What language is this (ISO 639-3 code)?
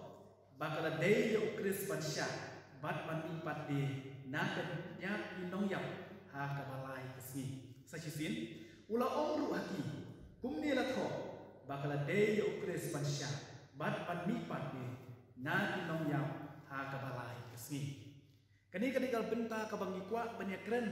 kha